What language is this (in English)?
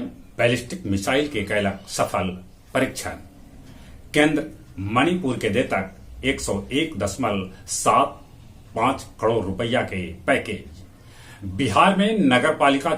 Magahi